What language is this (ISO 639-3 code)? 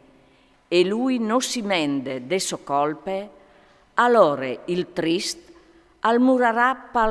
fur